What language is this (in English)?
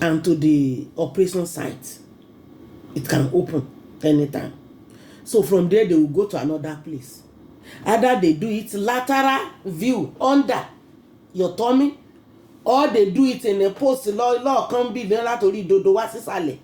Yoruba